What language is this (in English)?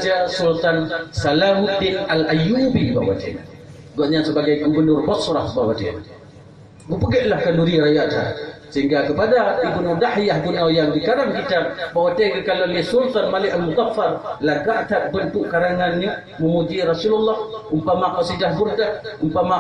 Achinese